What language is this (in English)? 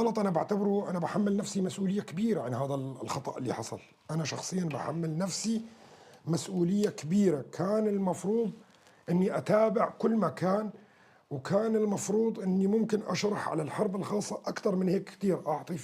North Levantine Arabic